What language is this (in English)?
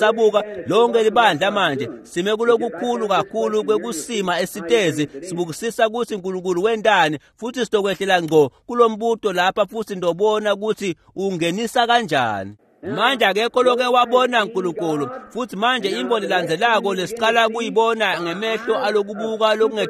Swati